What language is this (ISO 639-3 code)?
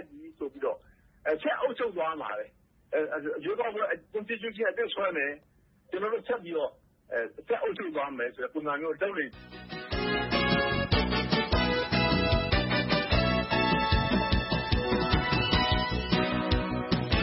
mya